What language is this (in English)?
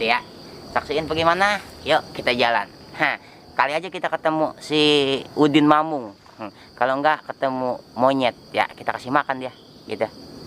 Betawi